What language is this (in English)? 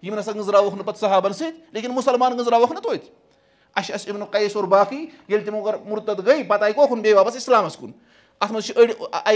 Kashmiri